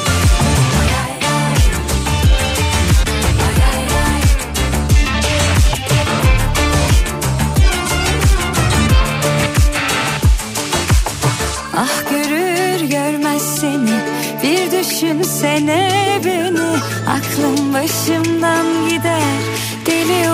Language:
Turkish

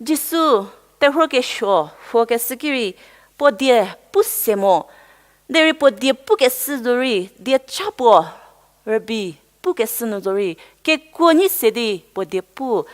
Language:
Angami Naga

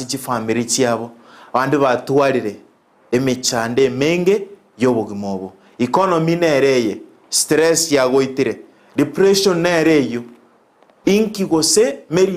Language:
Gusii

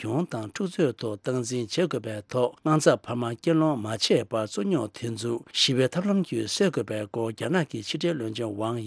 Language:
Tibetan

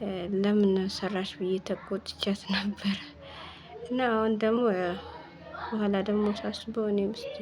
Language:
Amharic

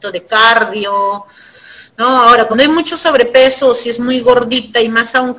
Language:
Spanish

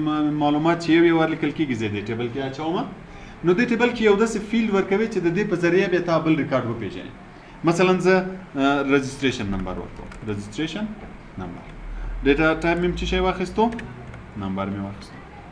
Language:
Pashto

